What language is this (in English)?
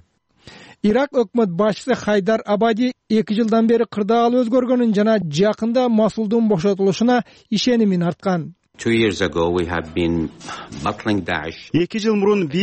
Kyrgyz